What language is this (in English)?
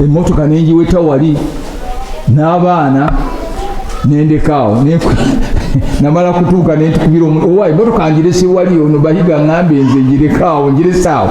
Ganda